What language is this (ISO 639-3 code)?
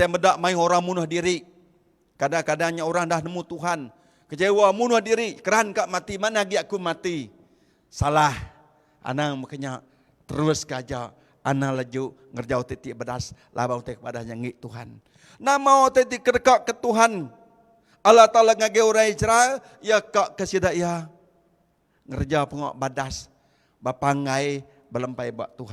iba